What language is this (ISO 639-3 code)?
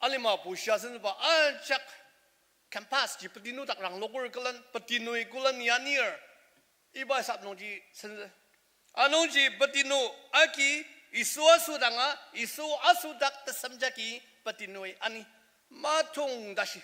njo